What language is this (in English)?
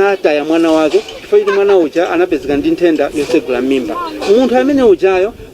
Nyanja